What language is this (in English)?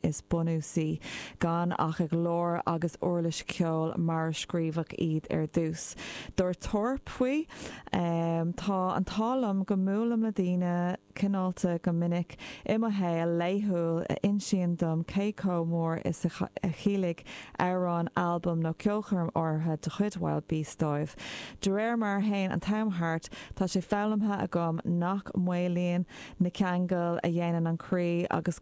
Irish